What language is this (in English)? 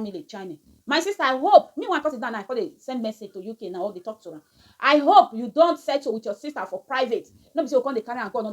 Nigerian Pidgin